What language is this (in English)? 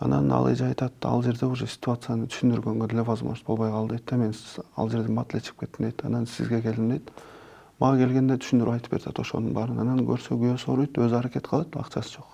Kyrgyz